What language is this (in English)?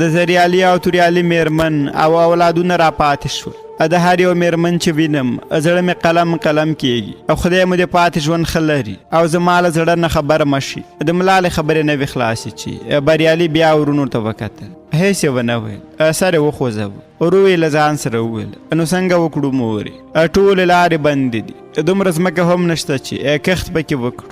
Pashto